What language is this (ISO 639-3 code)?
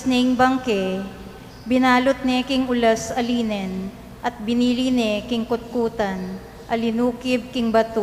pam